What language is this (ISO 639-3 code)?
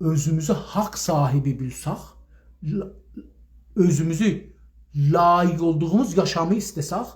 azb